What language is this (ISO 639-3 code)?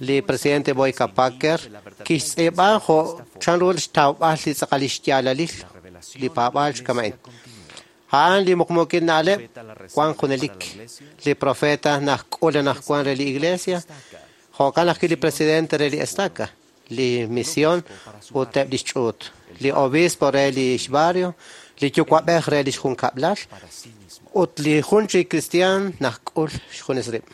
kek